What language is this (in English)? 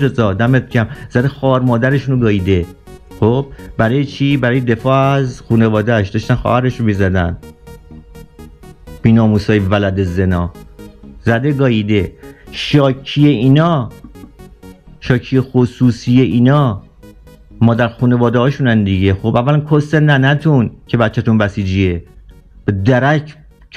Persian